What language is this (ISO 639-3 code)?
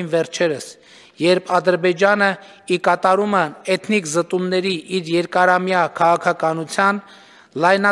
hye